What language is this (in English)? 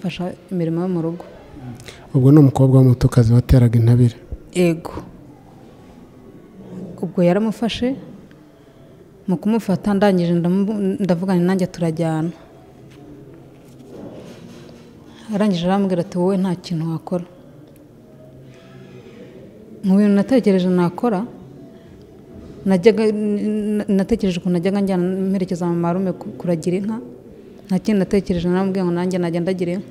Kinyarwanda